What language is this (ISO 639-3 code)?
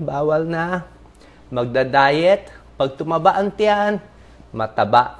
fil